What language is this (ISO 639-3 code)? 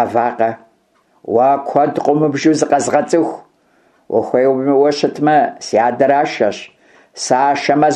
kbd